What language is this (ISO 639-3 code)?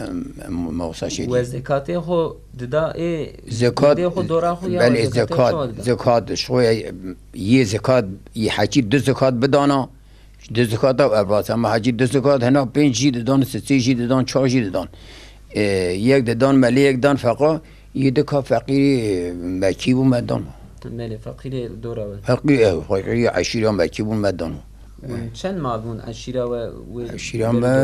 kur